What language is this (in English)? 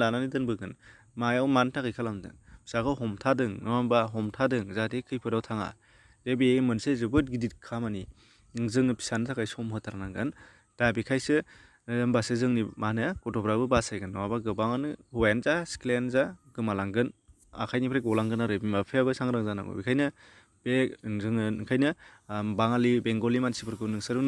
Bodo